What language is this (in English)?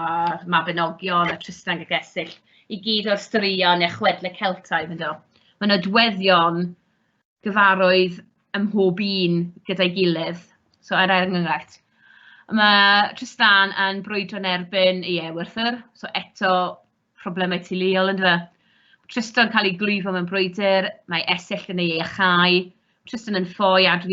Welsh